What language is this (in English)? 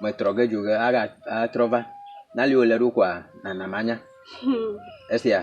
Ewe